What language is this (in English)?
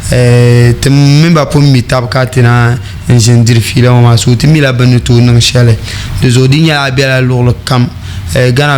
Dagbani